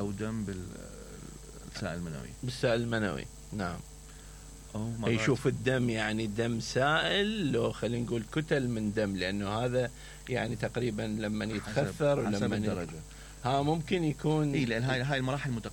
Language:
Mesopotamian Arabic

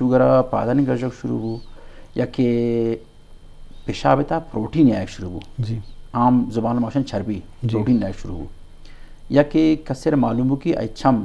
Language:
Eastern Balochi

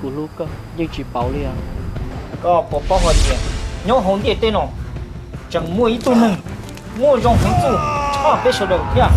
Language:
Hmong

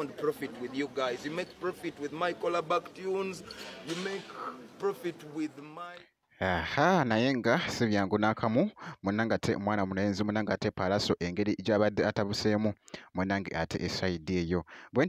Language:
Ganda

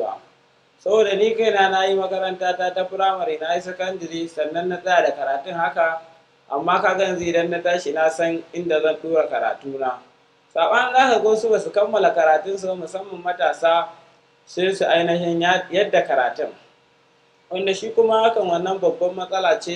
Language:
Hausa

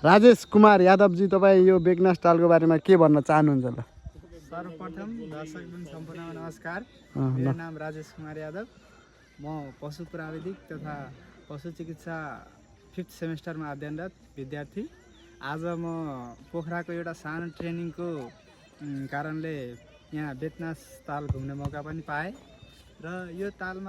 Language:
Nepali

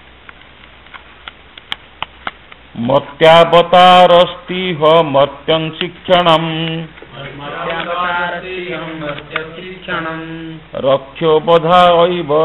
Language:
Odia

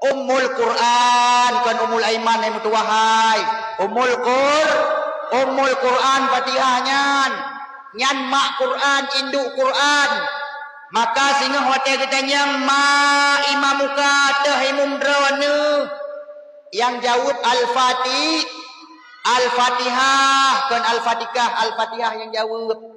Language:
Achinese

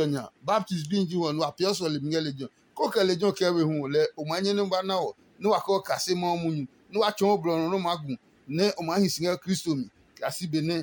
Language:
Adangme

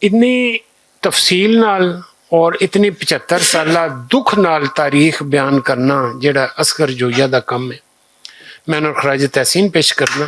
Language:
Western Panjabi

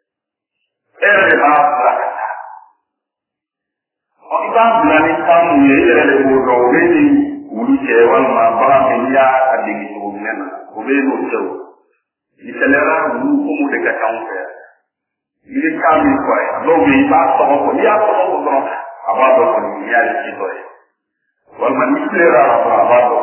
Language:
Bambara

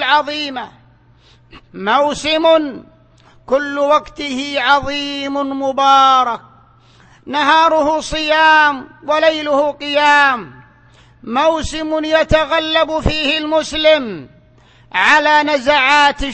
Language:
Arabic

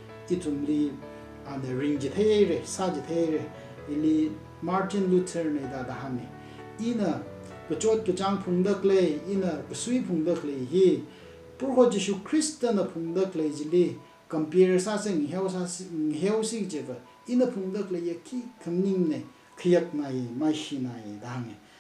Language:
Tangkhul Naga (India)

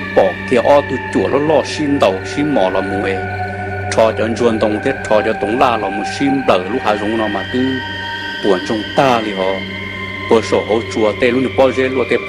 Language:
Hmong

